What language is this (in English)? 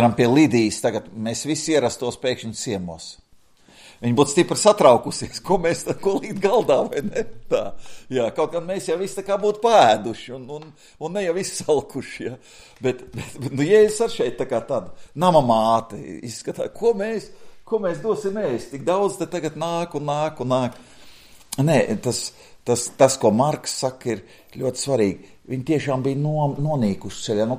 Latvian